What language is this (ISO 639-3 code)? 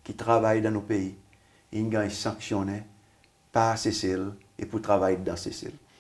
crs